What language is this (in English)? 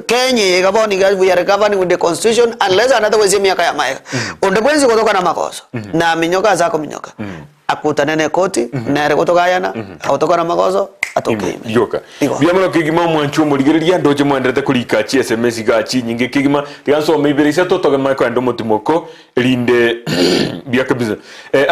Gusii